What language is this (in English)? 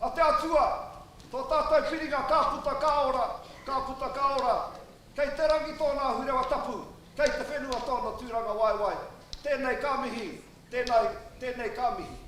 Māori